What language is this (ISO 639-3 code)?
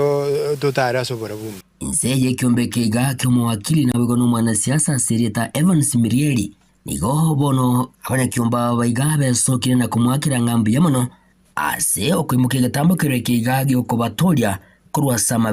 guz